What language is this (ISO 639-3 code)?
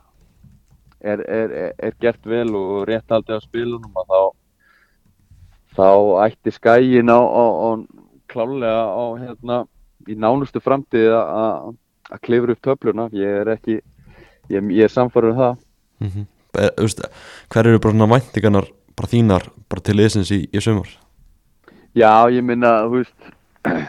isl